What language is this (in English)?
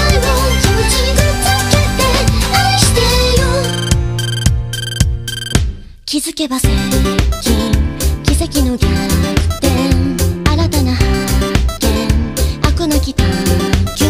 Japanese